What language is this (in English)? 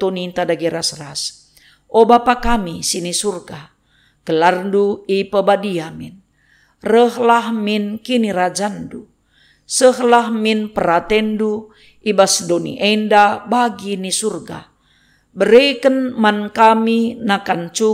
Batak Karo